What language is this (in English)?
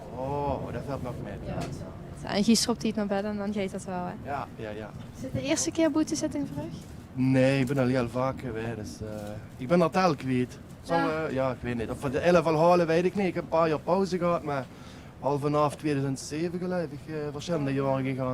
Limburgish